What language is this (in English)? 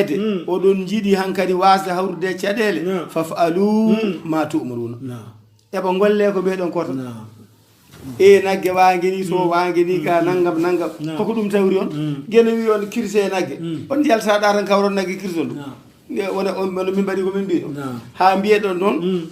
Fula